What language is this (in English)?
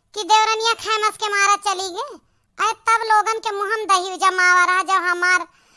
Awadhi